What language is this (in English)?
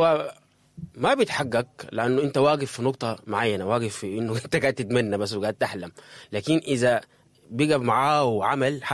Sudanese Arabic